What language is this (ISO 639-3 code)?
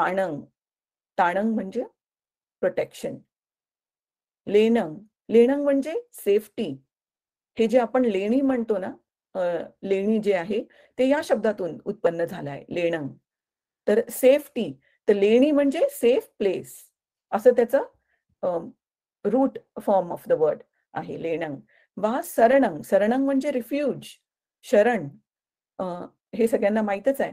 mar